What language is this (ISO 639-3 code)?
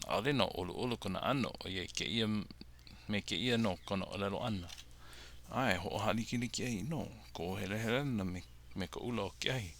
haw